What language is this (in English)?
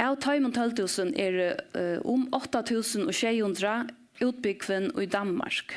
Faroese